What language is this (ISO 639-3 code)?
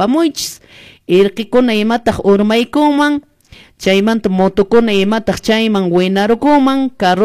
que